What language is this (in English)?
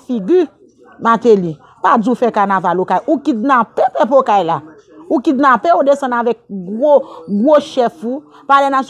Haitian Creole